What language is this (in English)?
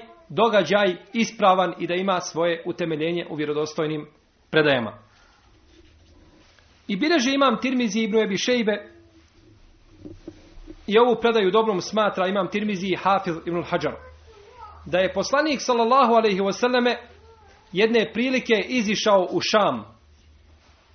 Bosnian